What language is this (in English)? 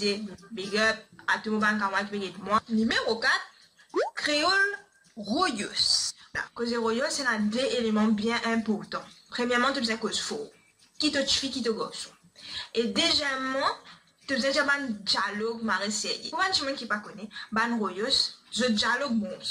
Morisyen